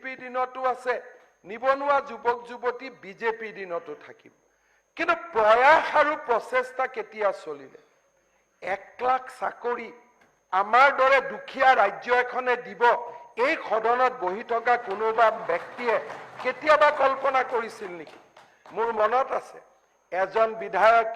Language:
Assamese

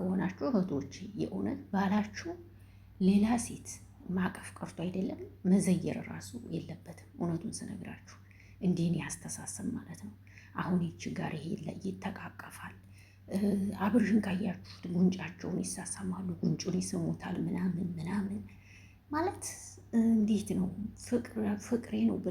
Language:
Amharic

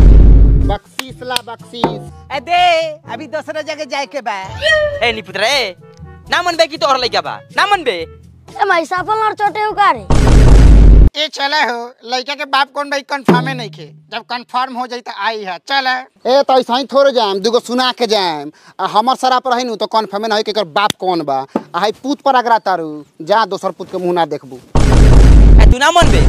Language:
Bhojpuri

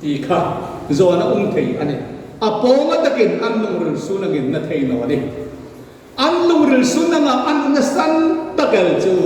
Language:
Hmar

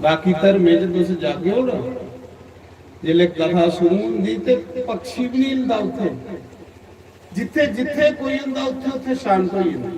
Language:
Dogri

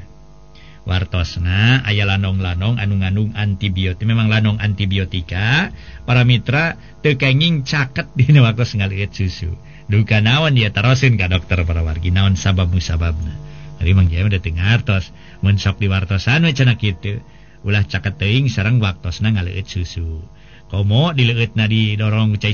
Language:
Sundanese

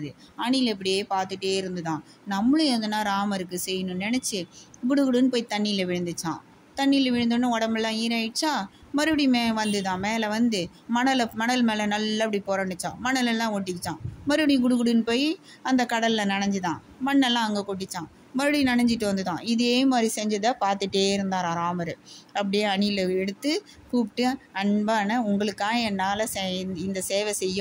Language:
Tamil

